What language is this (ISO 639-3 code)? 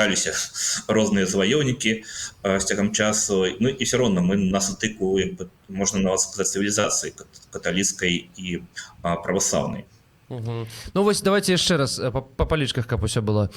bel